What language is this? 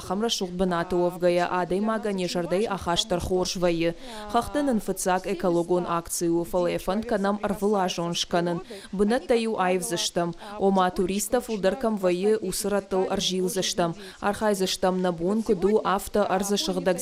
Ossetic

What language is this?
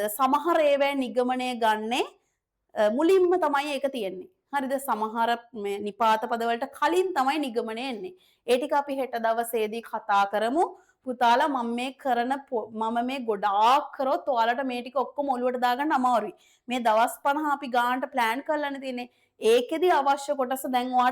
Sinhala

